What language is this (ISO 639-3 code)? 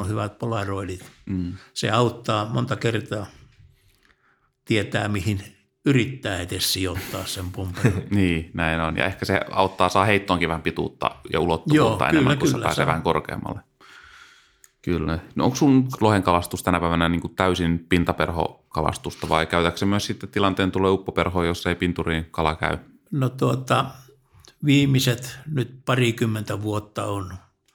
fin